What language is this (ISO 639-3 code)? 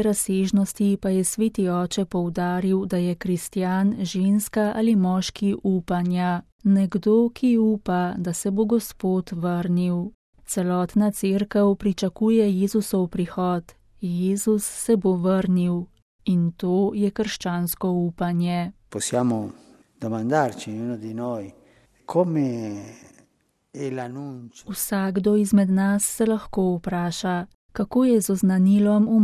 slv